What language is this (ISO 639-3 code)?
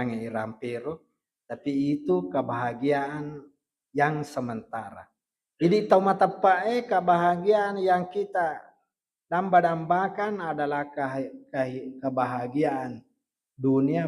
bug